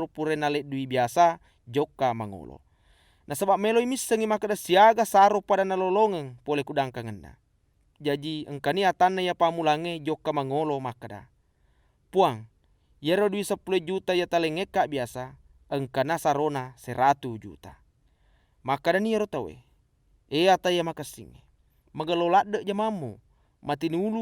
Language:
Buginese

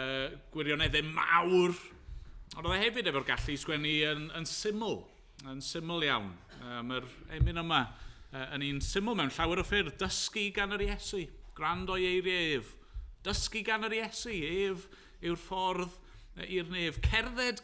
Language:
Welsh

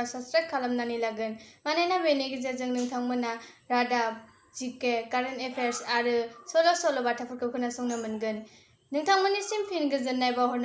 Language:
Bodo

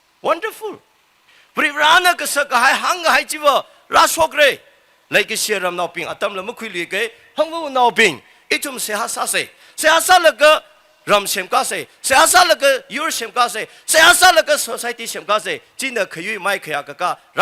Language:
Tangkhul Naga (India)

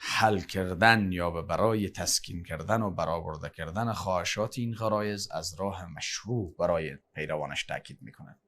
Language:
Tajik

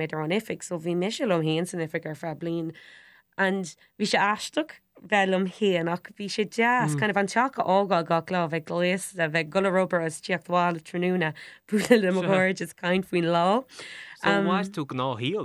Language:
Irish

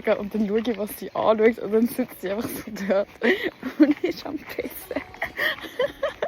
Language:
Swiss German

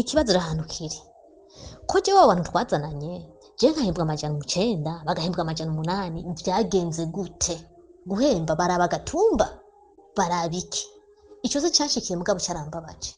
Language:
Rundi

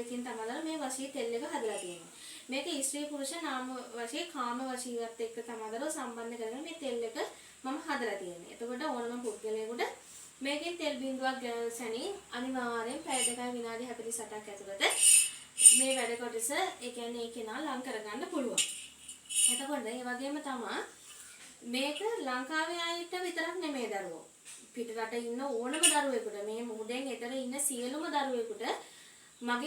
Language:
Sinhala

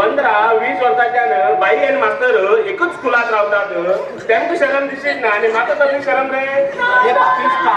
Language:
Konkani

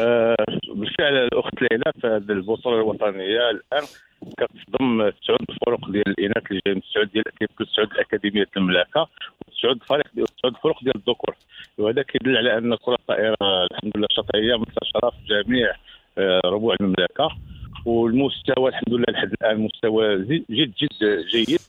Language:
Moroccan Arabic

